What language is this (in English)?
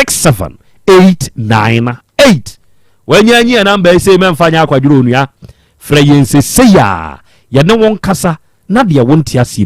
Akan